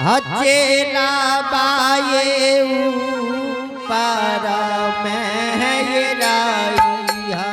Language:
Angika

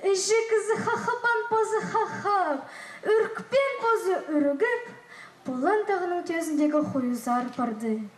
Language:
Khakas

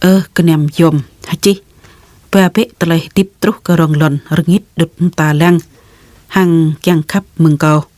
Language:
Jarai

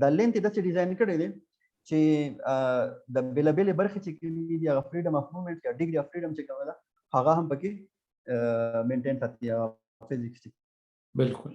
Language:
Pashto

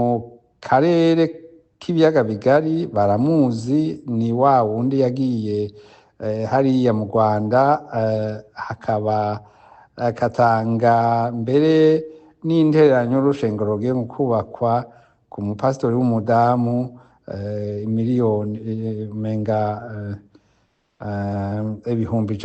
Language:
Rundi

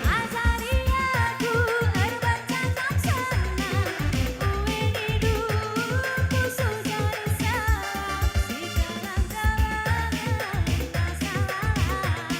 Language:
Batak Karo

